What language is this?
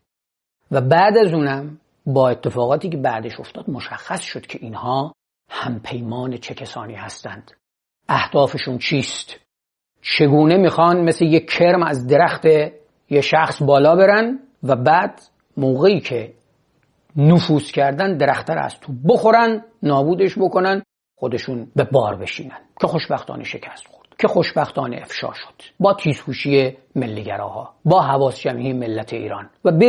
Persian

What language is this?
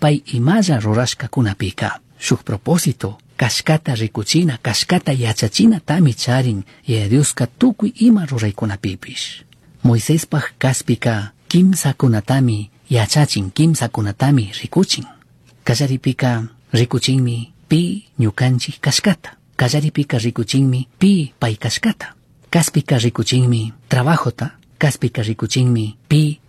Chimborazo Highland Quichua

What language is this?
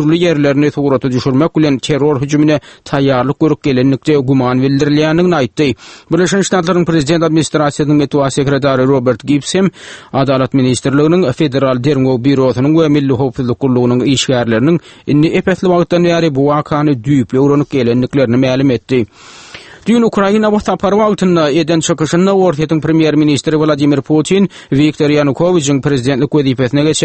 Turkmen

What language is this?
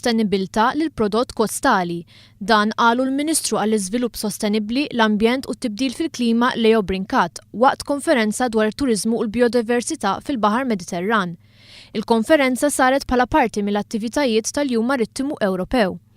Maltese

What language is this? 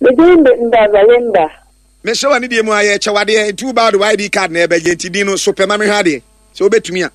Akan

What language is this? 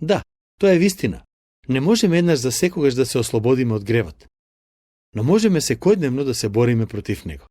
Macedonian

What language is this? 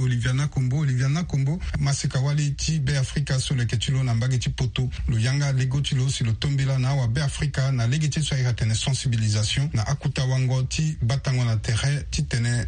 Sango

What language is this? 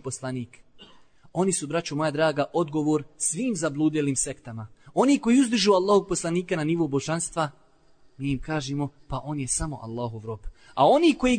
Bosnian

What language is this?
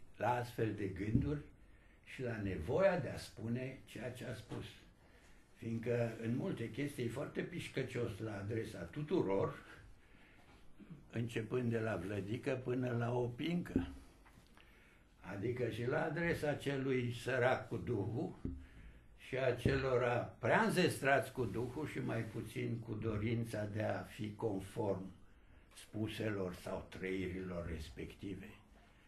Romanian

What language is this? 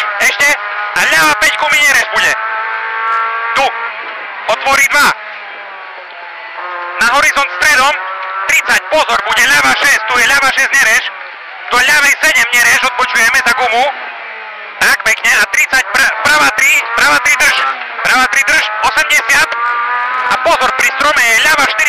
Slovak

